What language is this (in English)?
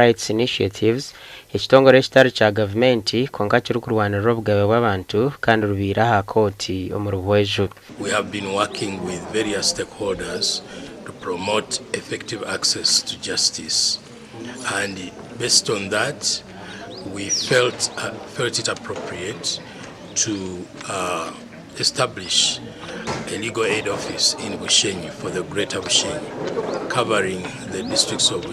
Nyankole